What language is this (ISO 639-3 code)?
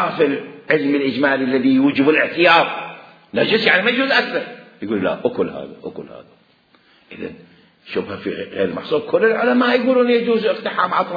acm